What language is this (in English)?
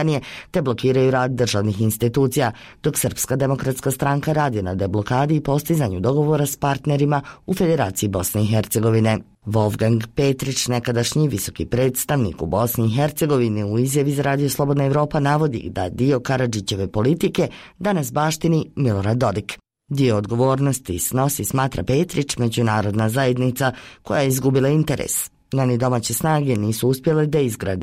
Bosnian